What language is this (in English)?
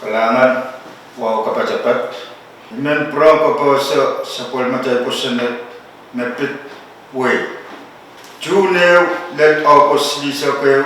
Pohnpeian